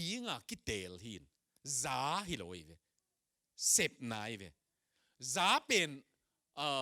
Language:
Tedim Chin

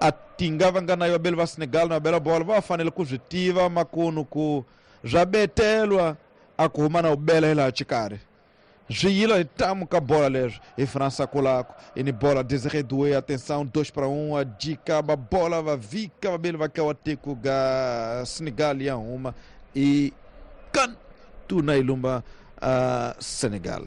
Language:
Tsonga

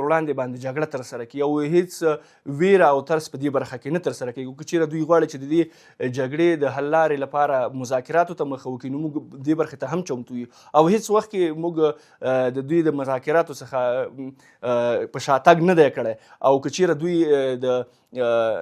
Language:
Pashto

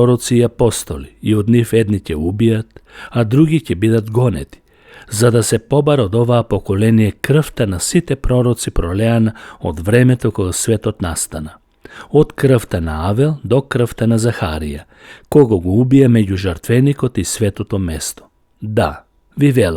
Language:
Macedonian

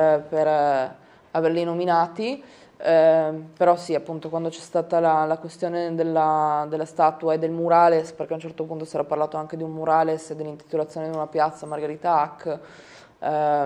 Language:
Italian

